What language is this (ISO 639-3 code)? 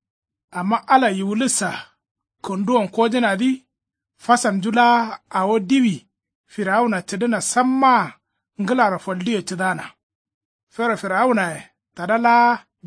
kau